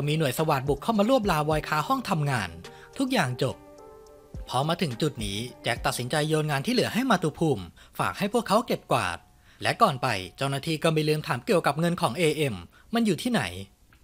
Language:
Thai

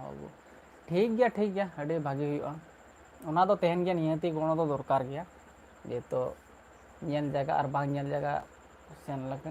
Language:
Santali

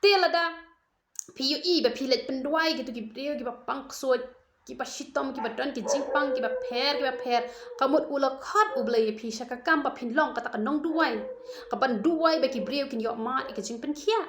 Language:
Khasi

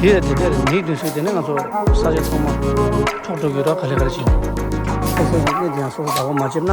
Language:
Tibetan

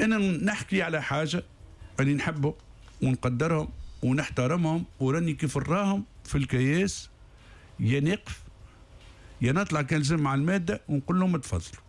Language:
Tunisian Arabic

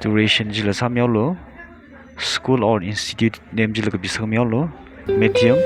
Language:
Tangkhul Naga (India)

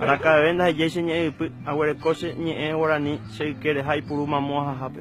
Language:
Guarani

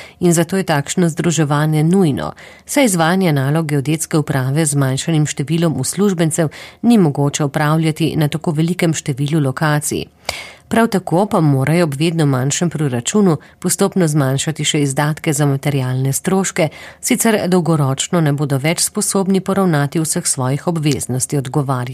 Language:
Slovenian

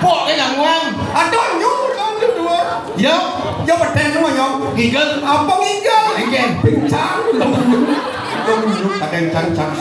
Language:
Balinese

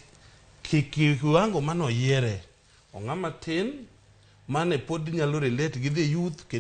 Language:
Luo (Kenya and Tanzania)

